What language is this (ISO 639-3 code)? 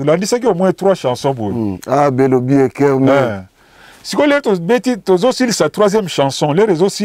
lin